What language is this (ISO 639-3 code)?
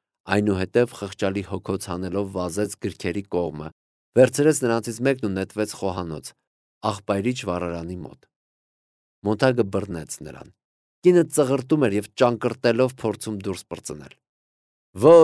hye